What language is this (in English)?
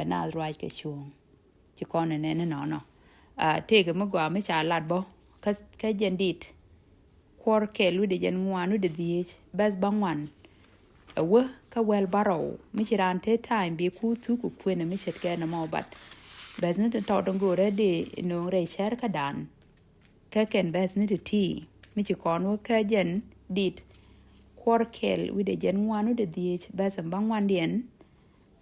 Nuer